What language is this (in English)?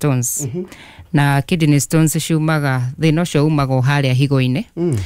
Kikuyu